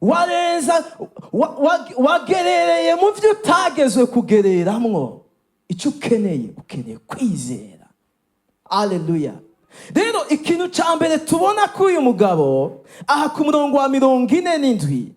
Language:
Rundi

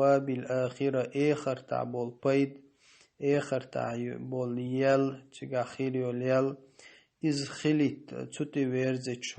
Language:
Chechen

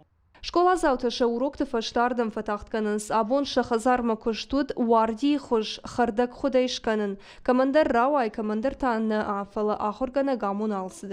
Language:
Ossetic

